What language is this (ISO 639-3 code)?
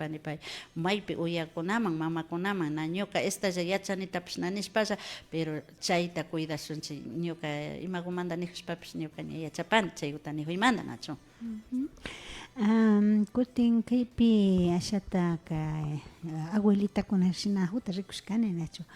qvi